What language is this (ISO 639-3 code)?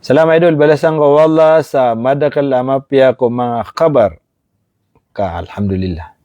mrw